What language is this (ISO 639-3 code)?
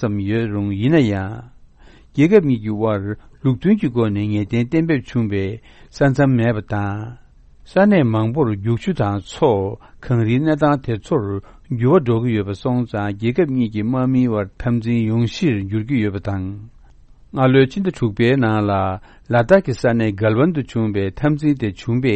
kor